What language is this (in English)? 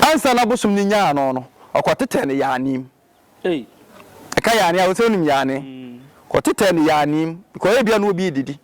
Akan